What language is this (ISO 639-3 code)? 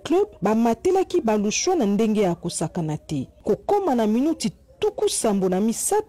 lin